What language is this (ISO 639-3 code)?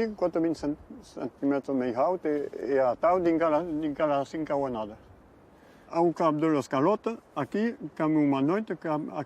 oci